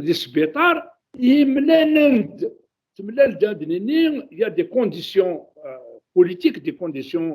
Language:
Kabyle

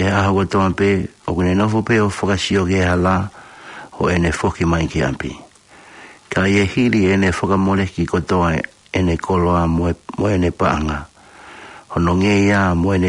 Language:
Tongan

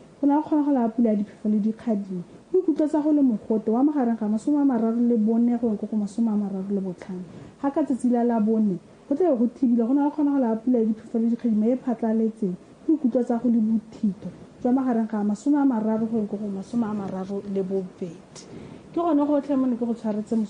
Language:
Tswana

